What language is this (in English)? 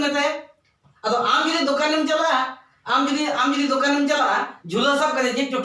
Santali